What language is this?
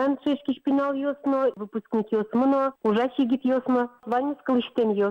Udmurt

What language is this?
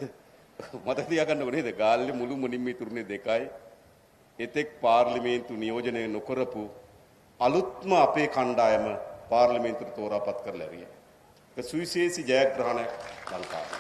Sinhala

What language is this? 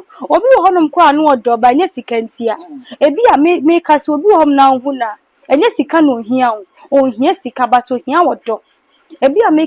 Akan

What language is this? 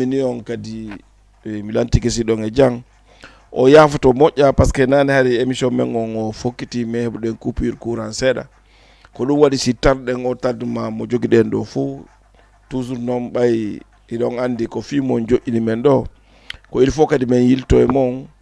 Fula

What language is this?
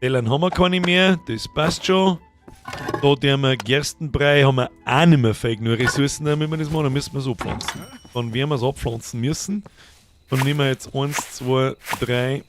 Bavarian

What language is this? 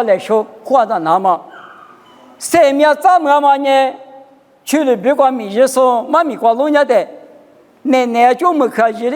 Lisu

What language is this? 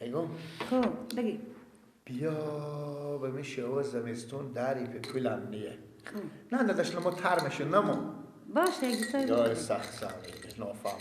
Persian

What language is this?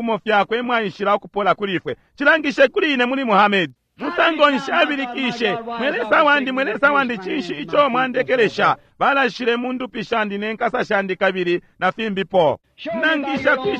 Bemba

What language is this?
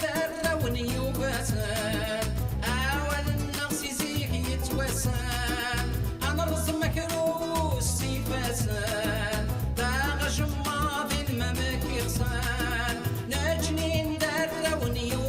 Kabyle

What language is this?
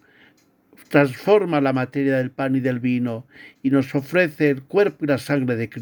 Spanish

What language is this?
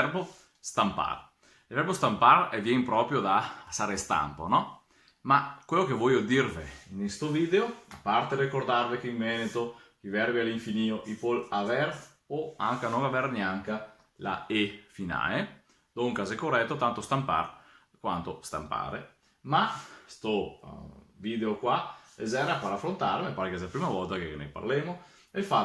Venetian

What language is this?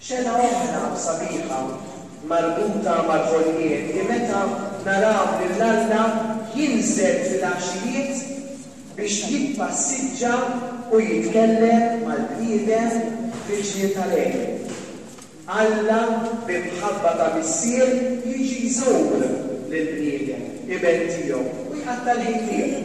Maltese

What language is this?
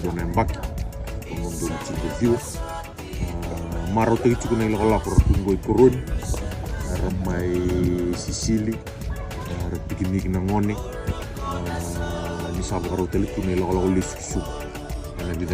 Fijian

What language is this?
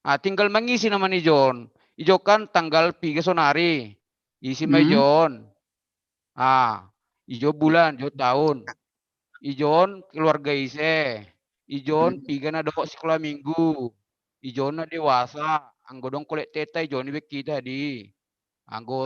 Batak Simalungun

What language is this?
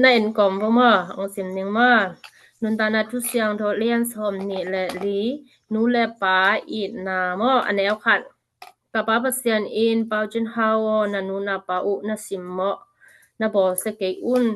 Tedim Chin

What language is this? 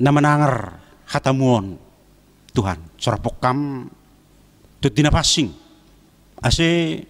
Batak Simalungun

